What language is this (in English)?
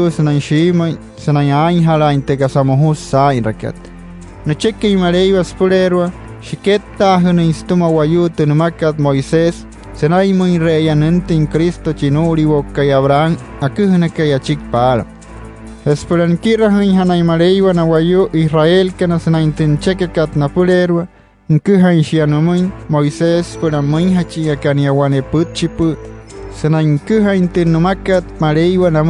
Wayuu